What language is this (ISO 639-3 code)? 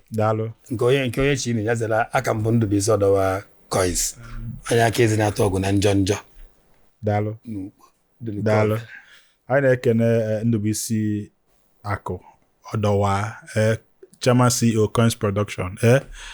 ibo